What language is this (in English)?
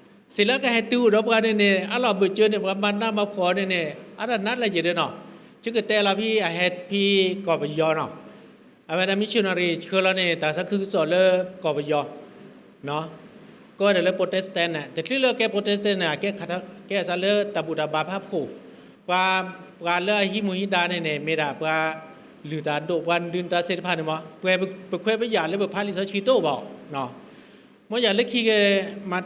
S'gaw Karen